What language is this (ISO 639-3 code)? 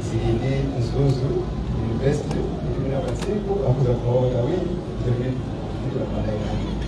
nya